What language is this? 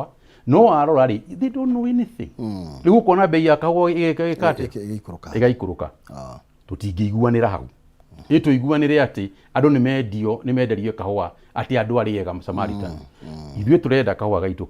Kikuyu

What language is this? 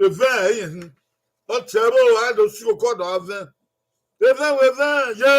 Bini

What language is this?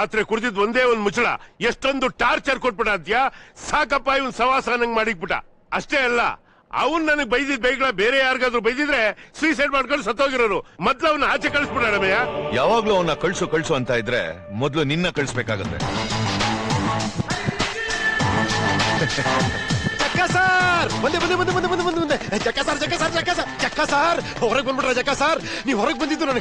Kannada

